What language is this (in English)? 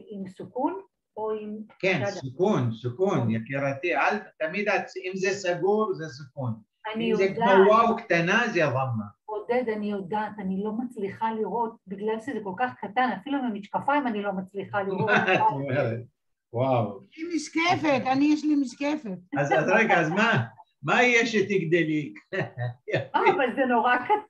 Hebrew